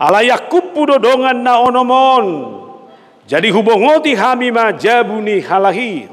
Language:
Batak Toba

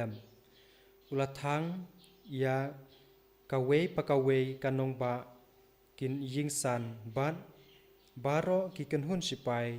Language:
Khasi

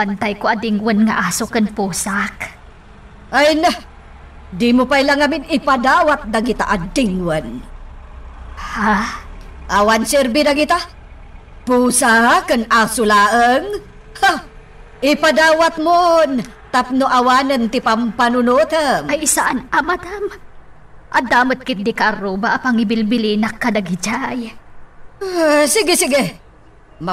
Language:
Iloko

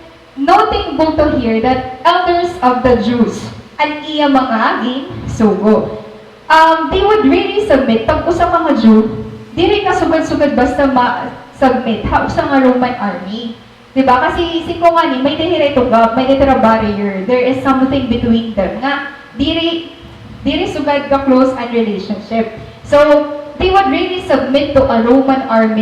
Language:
Waray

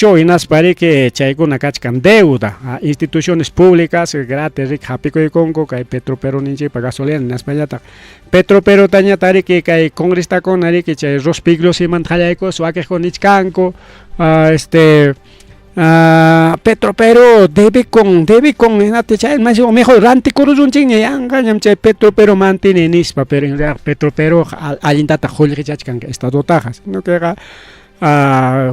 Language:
Ayacucho Quechua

